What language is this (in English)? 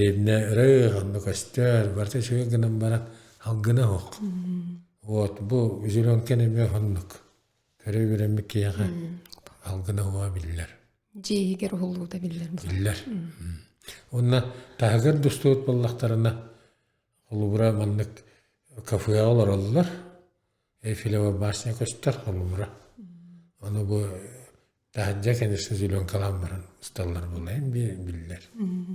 Yakut